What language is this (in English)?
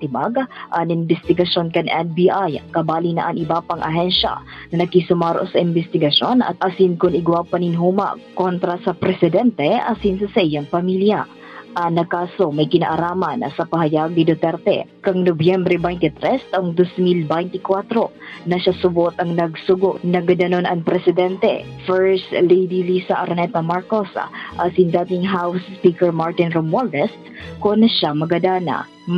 Bikol